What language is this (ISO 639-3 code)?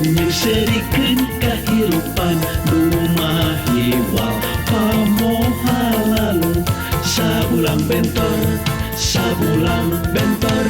sun